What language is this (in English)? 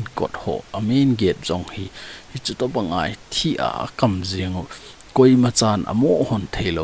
Thado Chin